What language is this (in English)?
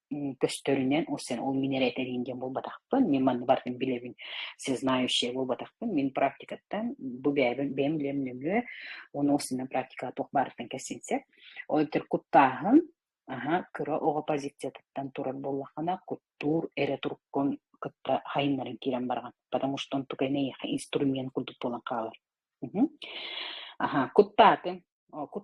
Yakut